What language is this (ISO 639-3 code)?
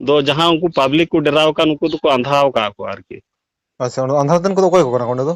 sat